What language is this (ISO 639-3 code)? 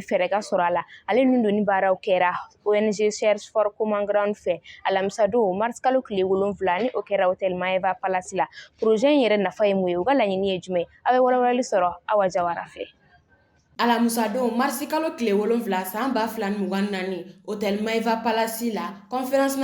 bam